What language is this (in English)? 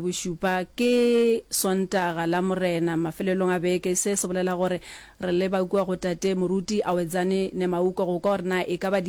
Northern Sotho